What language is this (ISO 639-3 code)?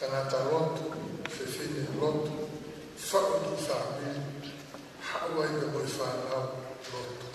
ton